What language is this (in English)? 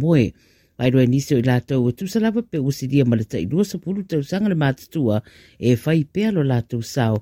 Samoan